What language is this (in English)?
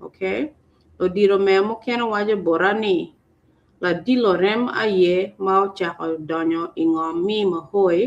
Acoli